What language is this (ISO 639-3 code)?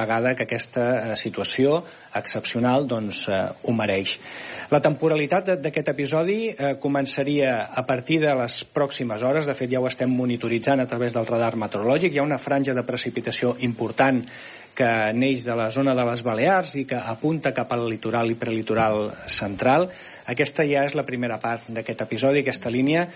cat